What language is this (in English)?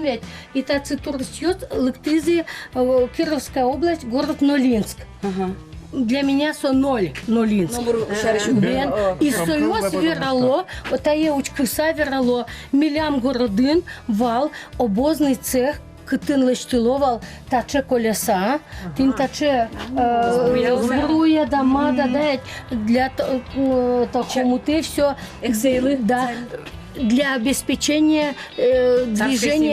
Udmurt